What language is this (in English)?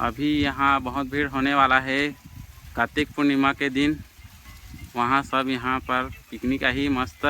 Chhattisgarhi